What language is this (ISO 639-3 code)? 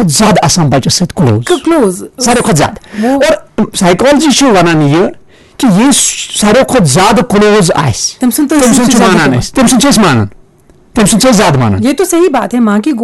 kas